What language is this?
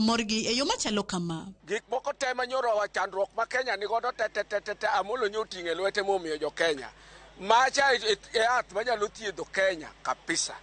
Luo (Kenya and Tanzania)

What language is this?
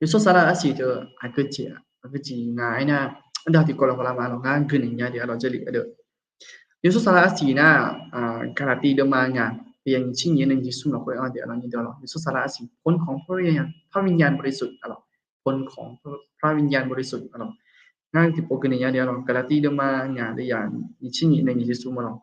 Akha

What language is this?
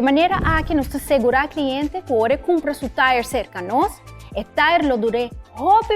Papiamento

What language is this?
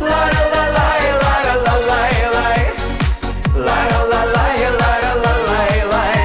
Bashkir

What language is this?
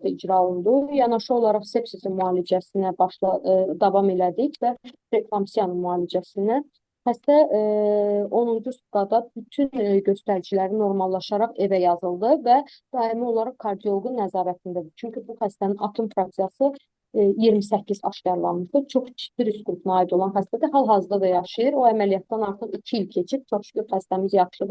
Azerbaijani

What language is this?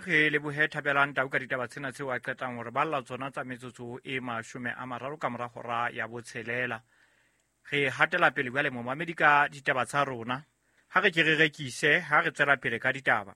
Southern Sotho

